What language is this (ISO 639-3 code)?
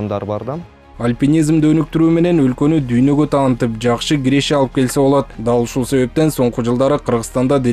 kir